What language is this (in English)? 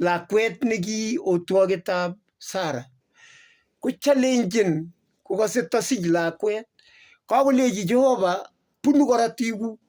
Kalenjin